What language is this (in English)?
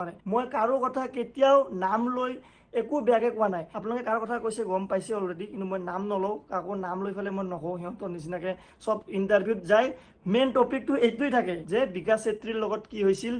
Assamese